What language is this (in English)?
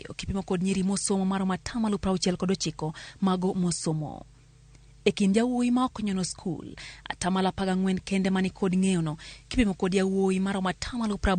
Luo (Kenya and Tanzania)